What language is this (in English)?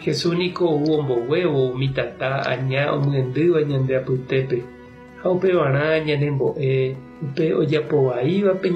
Guarani